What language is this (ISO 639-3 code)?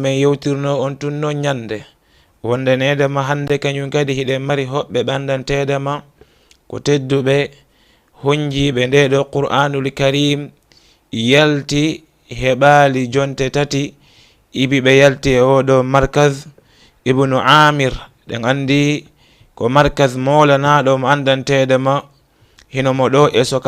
ful